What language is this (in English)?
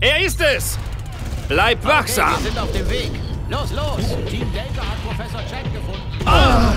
Bavarian